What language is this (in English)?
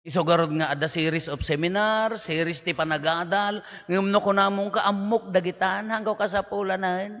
Iloko